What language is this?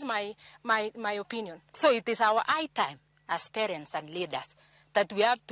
Luo (Kenya and Tanzania)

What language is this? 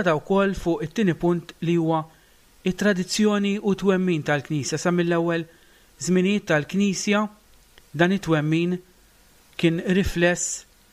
Maltese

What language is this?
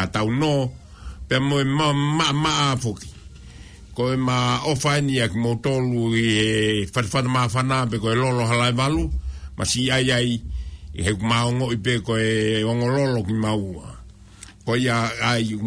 Tongan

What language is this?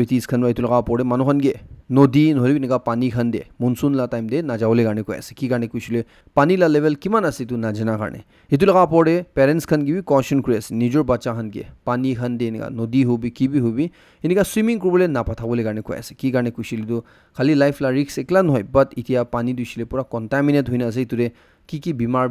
Naga Pidgin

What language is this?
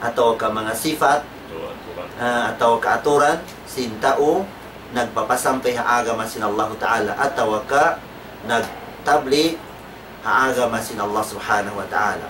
Tausug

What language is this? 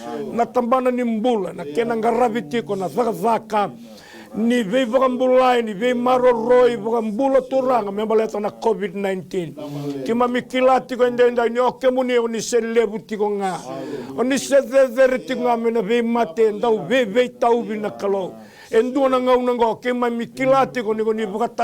Fijian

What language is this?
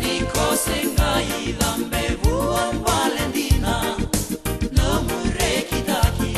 Fijian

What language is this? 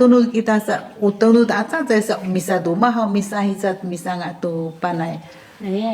Sakizaya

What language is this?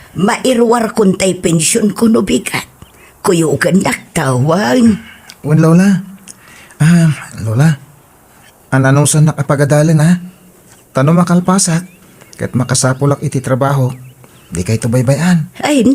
Iloko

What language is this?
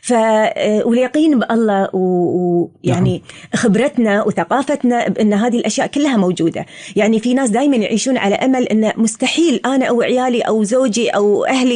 Gulf Arabic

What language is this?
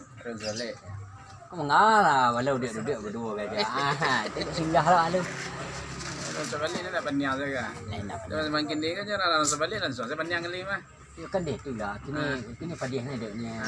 Minangkabau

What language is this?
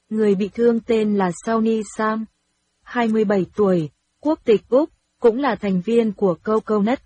Vietnamese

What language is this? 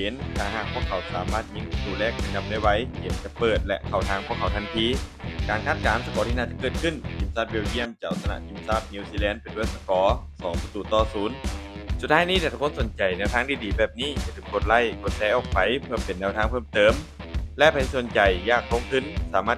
Lao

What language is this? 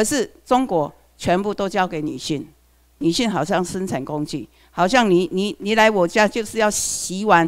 Chinese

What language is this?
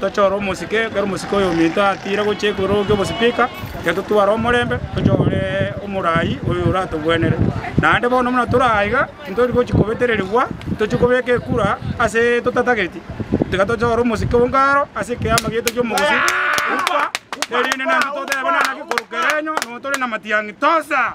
Gusii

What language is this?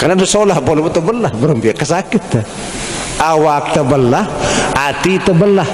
Sasak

